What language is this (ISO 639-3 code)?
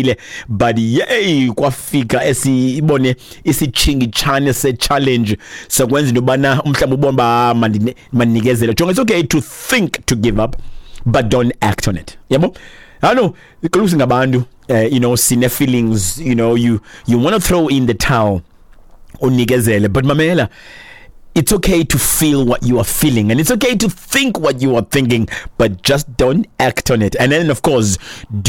xho